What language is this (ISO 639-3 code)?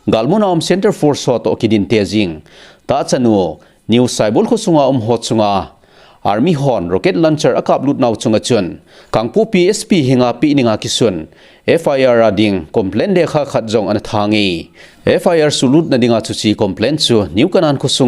tcz